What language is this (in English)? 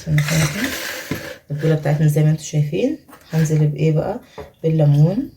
Egyptian Arabic